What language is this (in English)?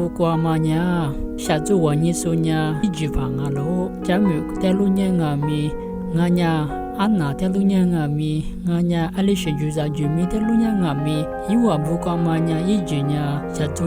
Lisu